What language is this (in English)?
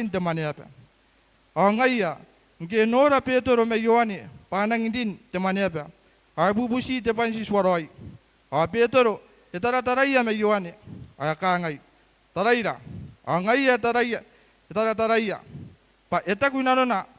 Gilbertese